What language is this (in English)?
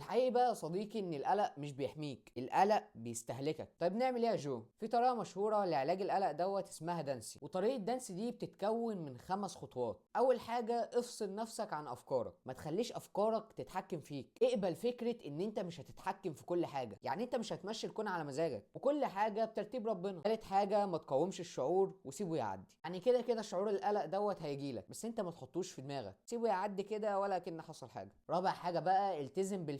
Egyptian Arabic